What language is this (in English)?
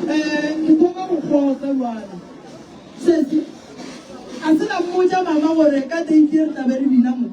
Northern Sotho